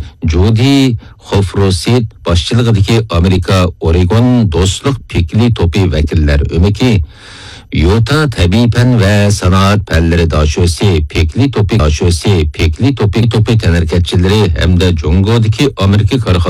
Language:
Uyghur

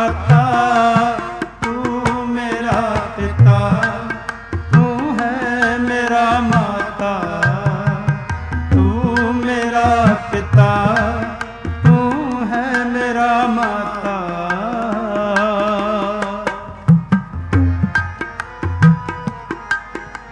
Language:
Punjabi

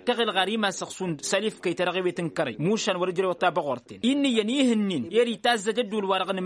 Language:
Tamasheq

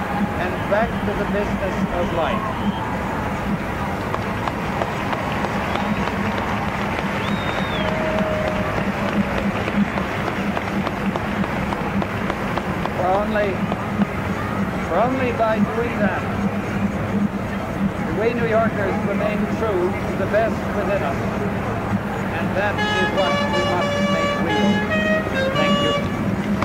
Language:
English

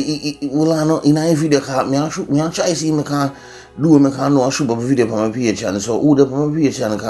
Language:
Jamaican Creole English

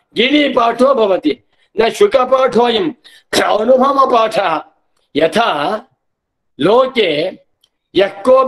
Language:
Sanskrit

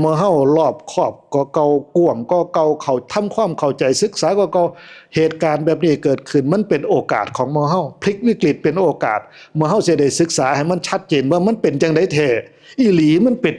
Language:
Northeastern Thai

